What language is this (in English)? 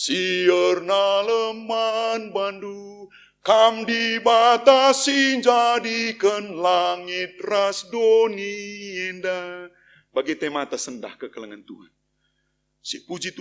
Batak Karo